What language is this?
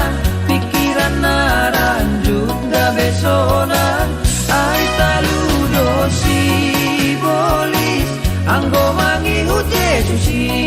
Batak Simalungun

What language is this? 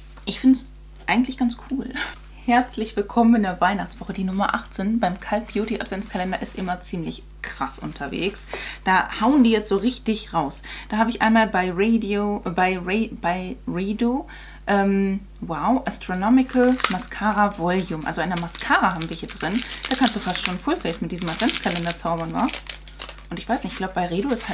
German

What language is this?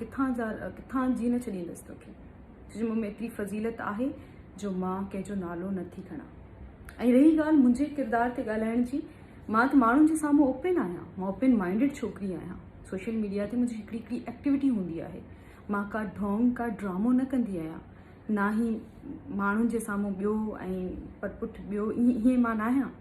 Sindhi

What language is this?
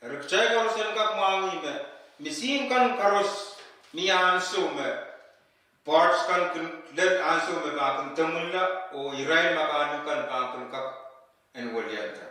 Pohnpeian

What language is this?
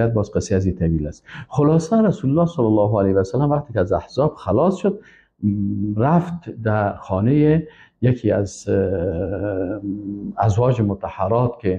Persian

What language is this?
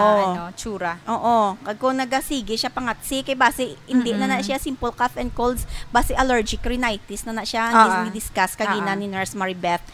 Hiligaynon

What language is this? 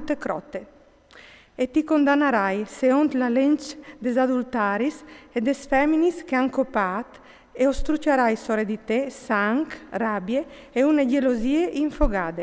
Friulian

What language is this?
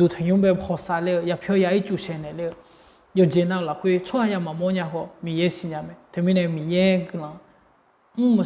Akha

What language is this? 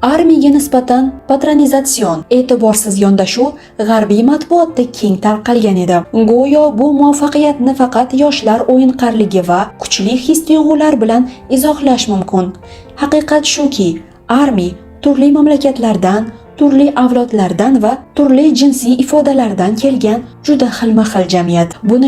Uzbek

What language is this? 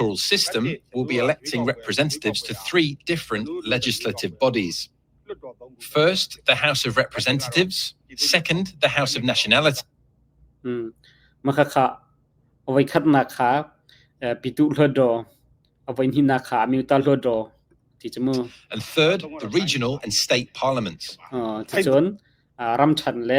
Hakha Chin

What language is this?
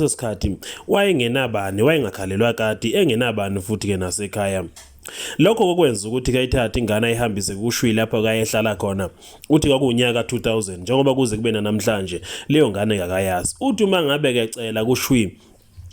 Zulu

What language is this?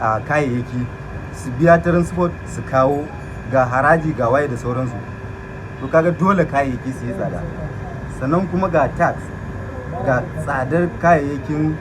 Hausa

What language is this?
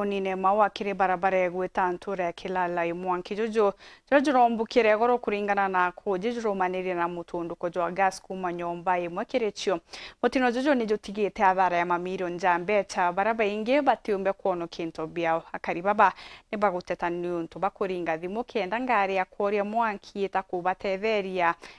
Meru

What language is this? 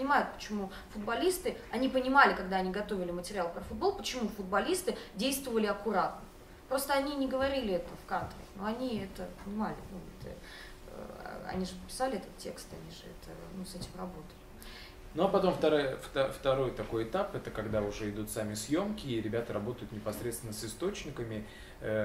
Russian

